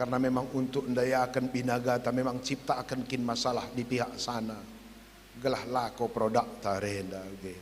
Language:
Batak Karo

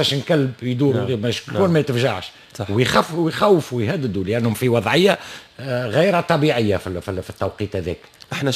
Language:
Tunisian Arabic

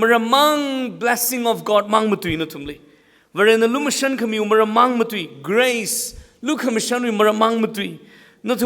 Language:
Tangkhul Naga (India)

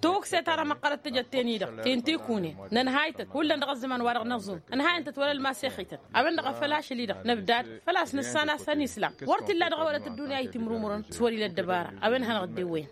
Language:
Tamasheq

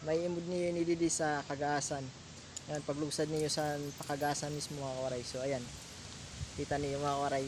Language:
Waray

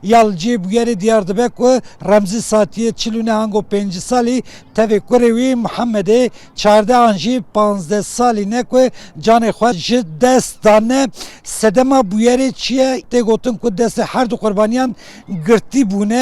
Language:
Kurdish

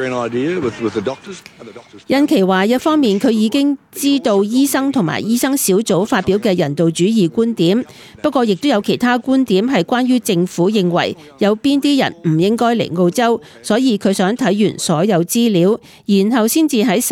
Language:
Cantonese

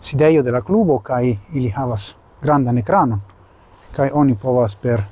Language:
Esperanto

